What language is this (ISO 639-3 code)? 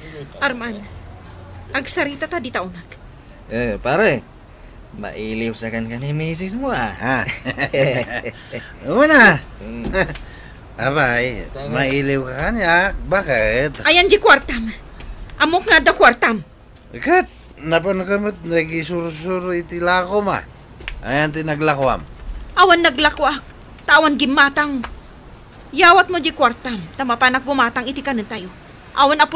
ilo